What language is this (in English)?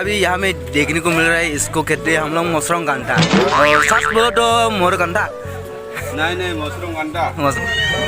Dimasa